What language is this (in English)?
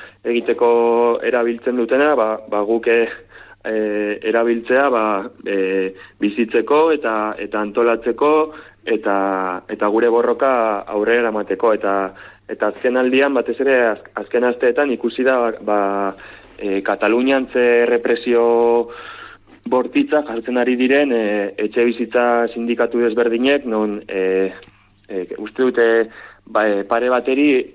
Basque